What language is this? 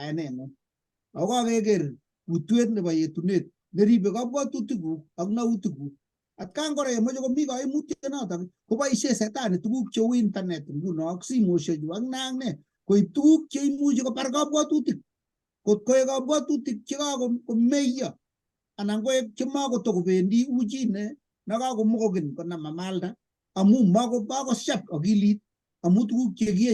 Kalenjin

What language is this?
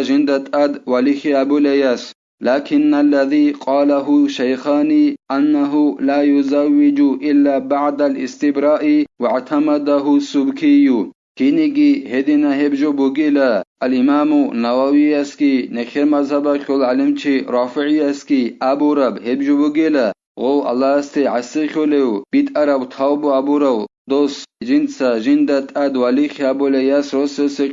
Avaric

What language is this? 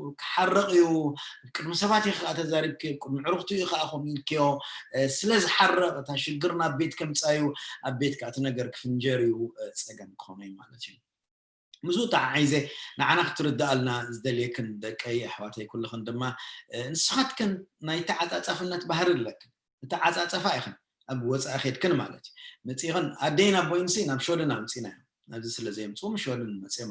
Tigrinya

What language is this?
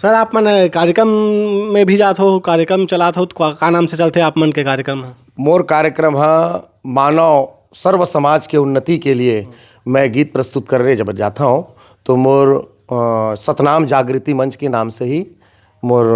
Chhattisgarhi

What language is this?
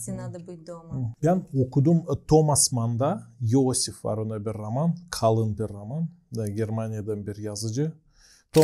Gagauz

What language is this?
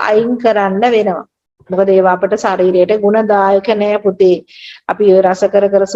Sinhala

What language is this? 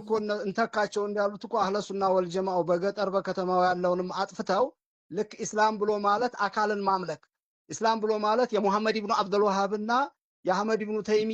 Amharic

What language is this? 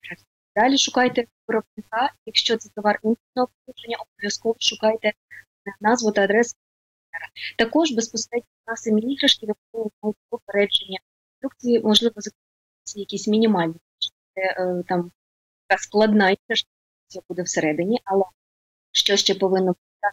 Ukrainian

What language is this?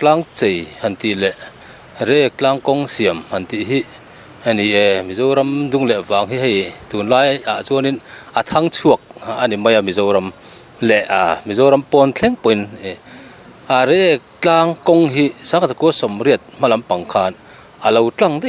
Mizo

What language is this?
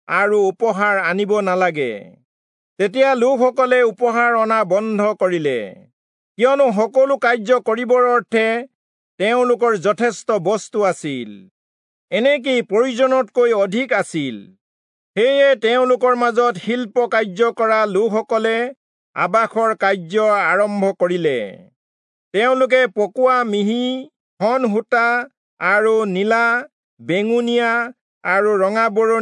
Assamese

